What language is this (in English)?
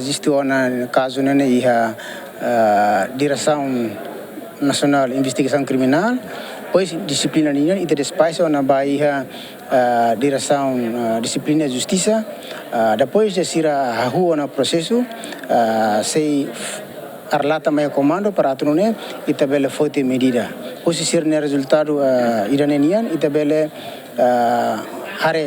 Tetum